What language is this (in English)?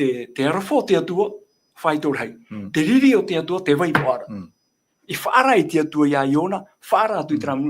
Tahitian